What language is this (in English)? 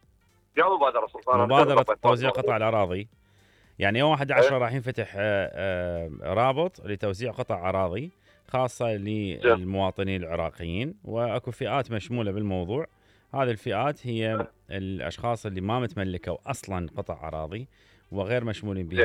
Mesopotamian Arabic